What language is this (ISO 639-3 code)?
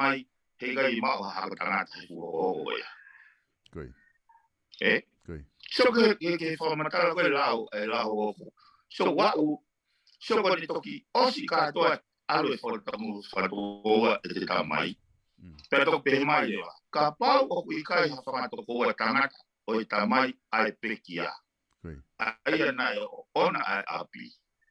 ton